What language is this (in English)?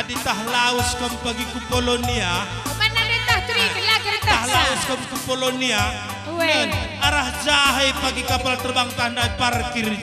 Batak Karo